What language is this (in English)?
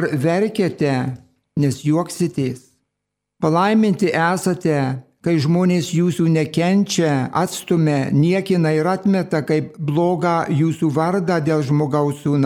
Lithuanian